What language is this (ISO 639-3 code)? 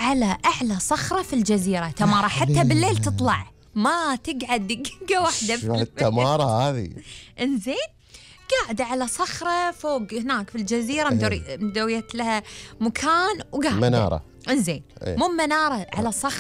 afb